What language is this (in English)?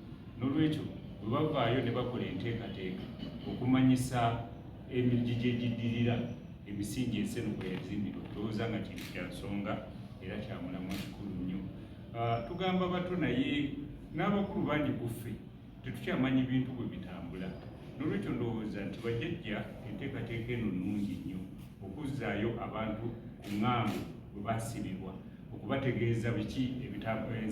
Ganda